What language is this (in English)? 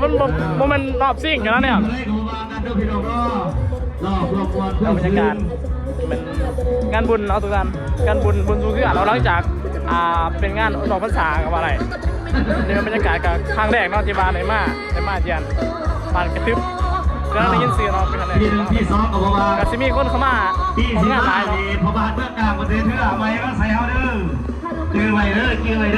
Lao